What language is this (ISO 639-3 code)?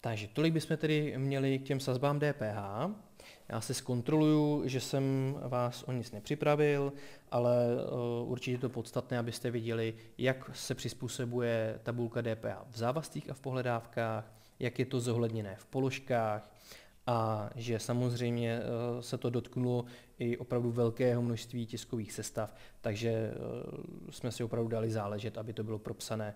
ces